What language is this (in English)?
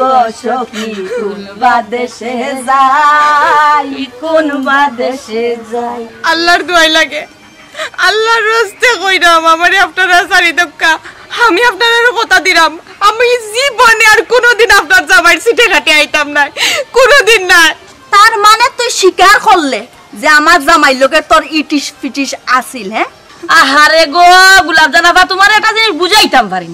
Sylheti